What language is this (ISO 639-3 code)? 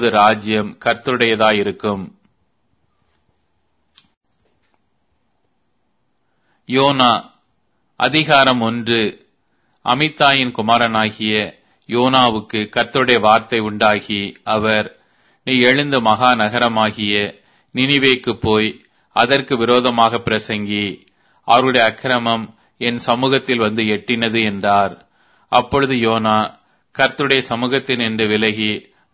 tam